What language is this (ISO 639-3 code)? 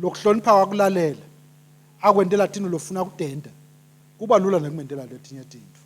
ssw